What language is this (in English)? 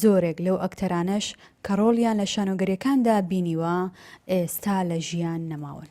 Central Kurdish